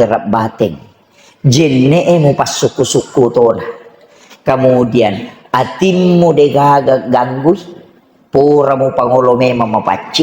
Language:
Buginese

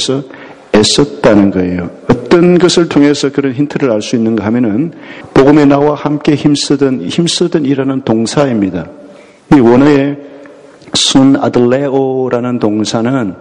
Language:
Korean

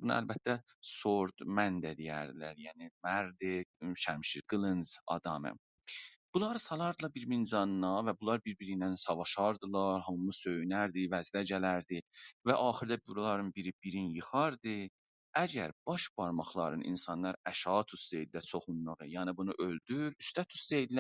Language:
South Azerbaijani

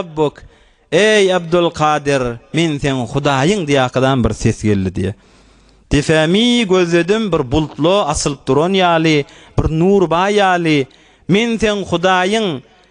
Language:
Turkmen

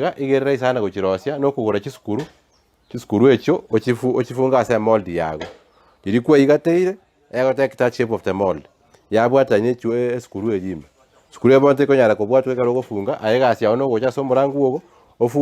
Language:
Gusii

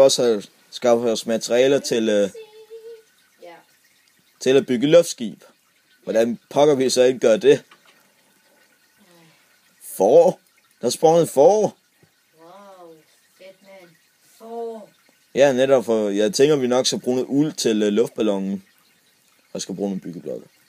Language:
Danish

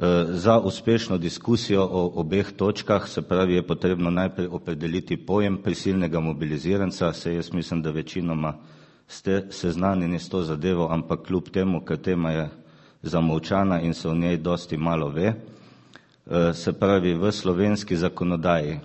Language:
Slovenian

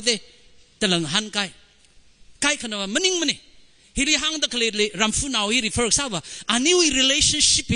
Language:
Tangkhul Naga (India)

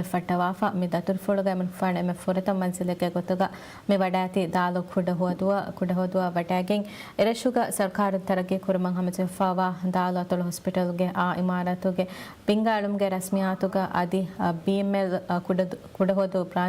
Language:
Divehi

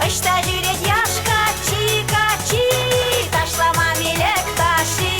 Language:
Chuvash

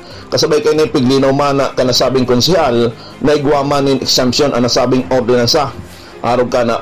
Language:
Bikol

